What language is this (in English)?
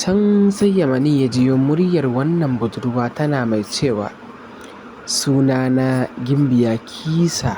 Hausa